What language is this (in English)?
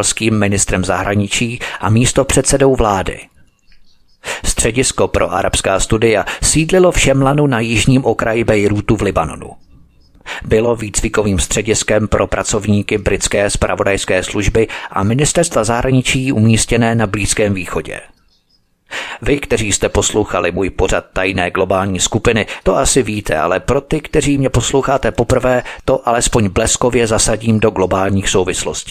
Czech